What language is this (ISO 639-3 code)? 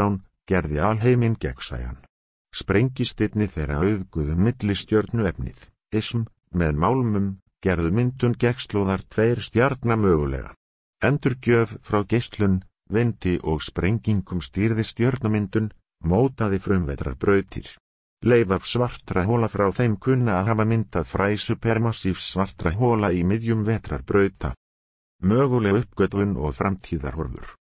isl